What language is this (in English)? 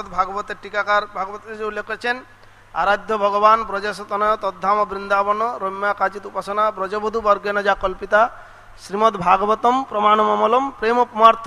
Bangla